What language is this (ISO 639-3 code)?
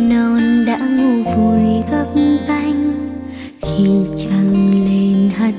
vie